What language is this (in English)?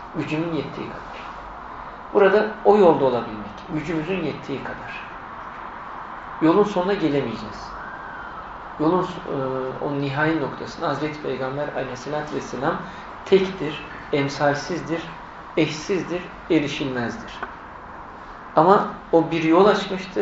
Turkish